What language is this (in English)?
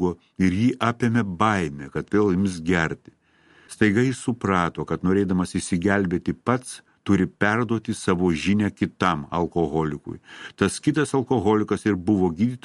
Lithuanian